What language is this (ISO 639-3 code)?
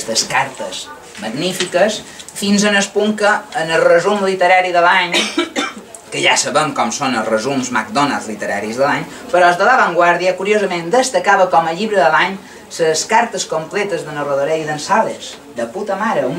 cat